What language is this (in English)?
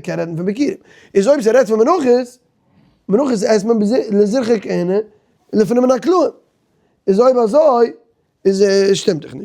Yiddish